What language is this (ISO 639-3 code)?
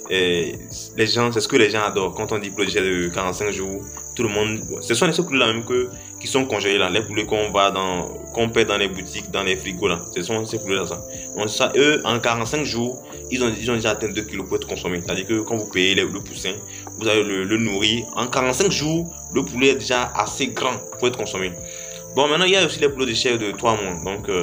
fra